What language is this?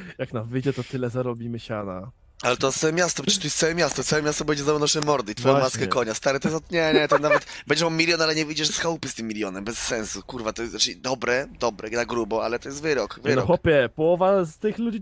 Polish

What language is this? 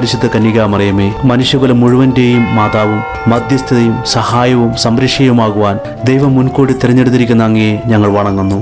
Malayalam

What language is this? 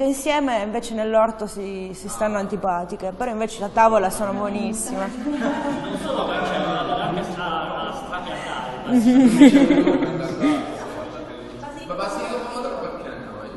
Italian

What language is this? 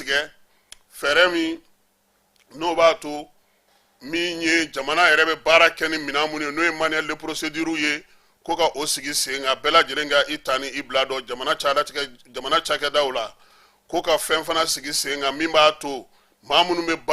Bambara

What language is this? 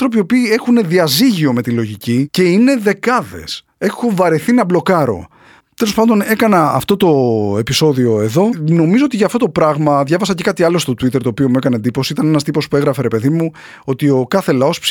Greek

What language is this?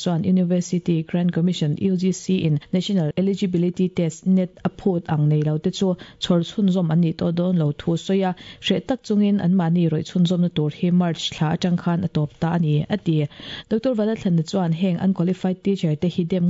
Mizo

